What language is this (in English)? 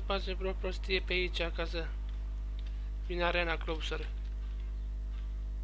Romanian